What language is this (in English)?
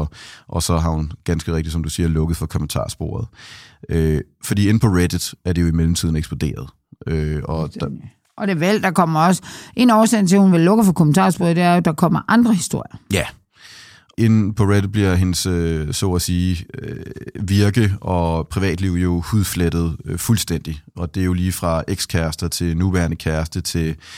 Danish